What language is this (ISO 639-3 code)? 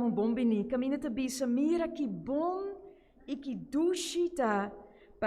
pap